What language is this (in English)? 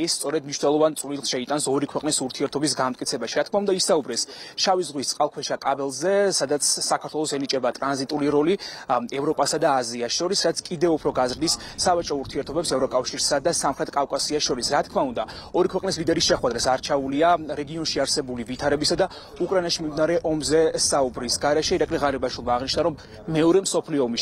Georgian